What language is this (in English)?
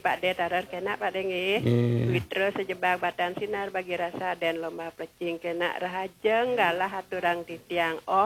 Balinese